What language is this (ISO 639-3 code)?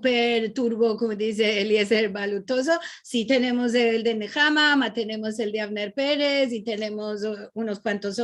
lad